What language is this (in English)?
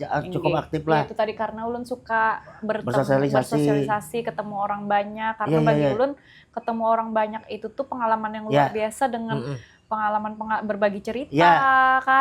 Banjar